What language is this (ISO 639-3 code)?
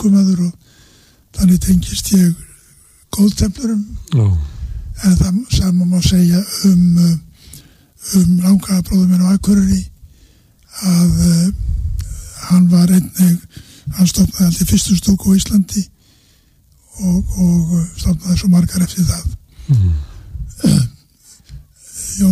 isl